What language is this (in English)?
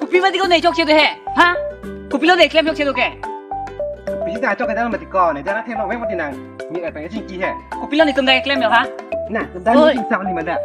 Karbi